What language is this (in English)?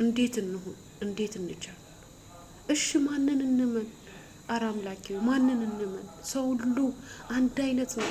Amharic